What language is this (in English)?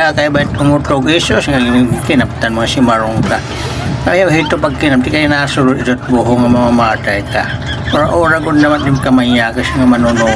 Waray